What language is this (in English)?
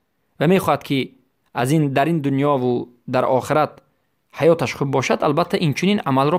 Persian